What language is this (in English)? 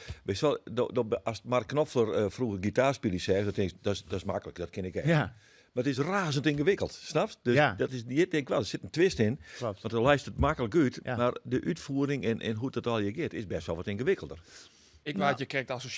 Western Frisian